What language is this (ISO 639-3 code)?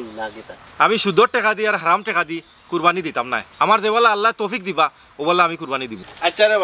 syl